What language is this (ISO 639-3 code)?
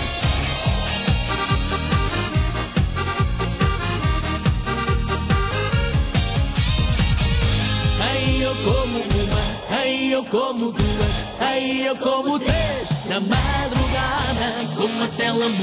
por